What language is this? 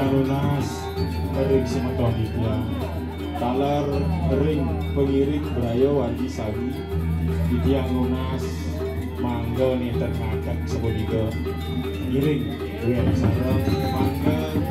Balinese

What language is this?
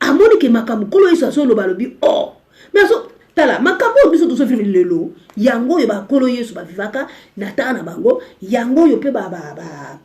Lingala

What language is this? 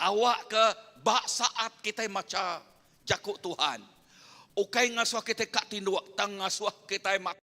Iban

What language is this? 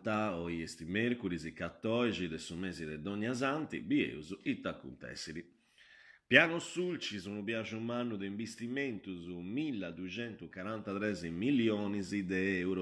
Sardinian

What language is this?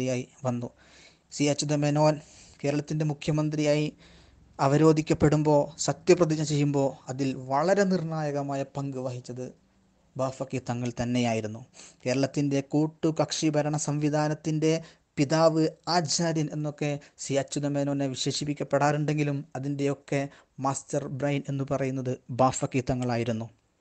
Malayalam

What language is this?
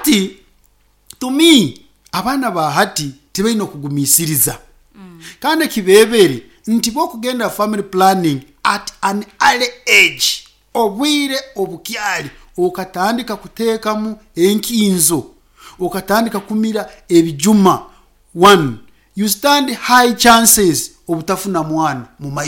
Nyankole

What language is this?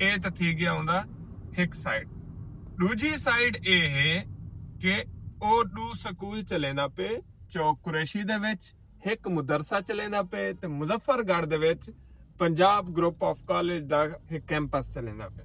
Saraiki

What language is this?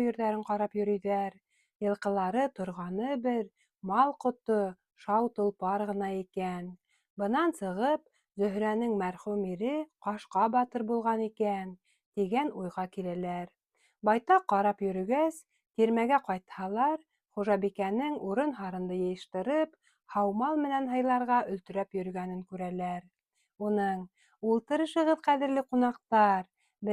Bashkir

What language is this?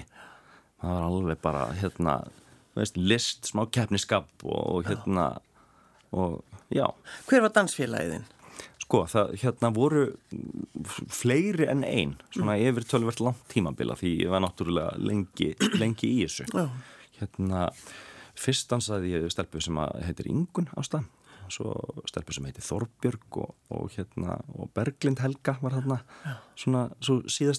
Icelandic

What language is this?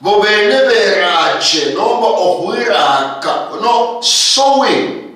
Luyia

